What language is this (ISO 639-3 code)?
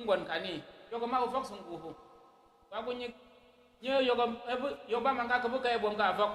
kcg